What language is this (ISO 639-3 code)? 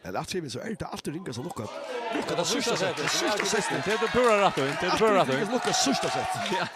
fao